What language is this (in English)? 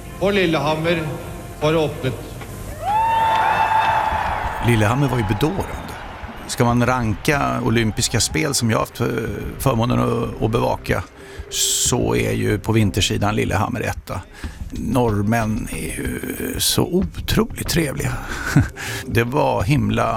Swedish